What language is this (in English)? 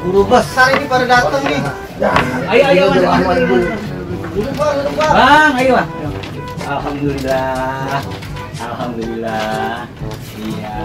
Betawi